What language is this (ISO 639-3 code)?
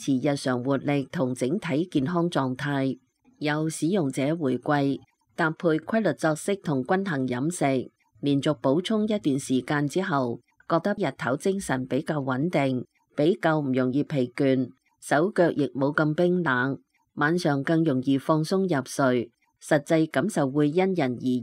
yue